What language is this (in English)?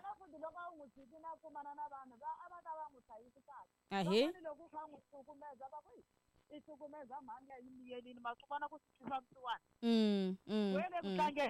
Tsonga